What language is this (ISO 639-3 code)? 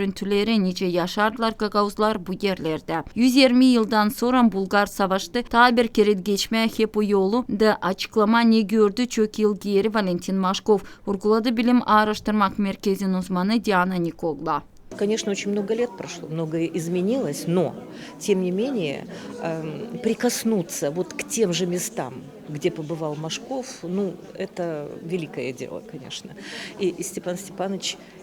gag